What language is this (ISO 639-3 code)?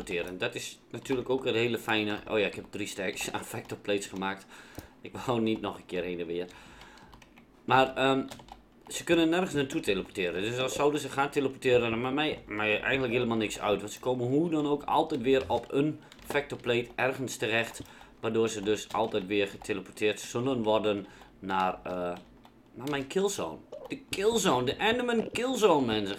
nld